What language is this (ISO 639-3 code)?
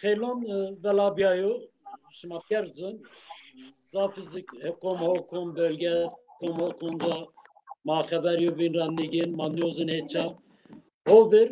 zza